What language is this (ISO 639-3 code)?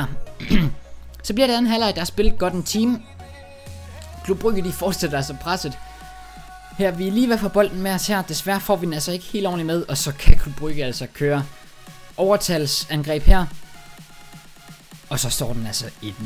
dan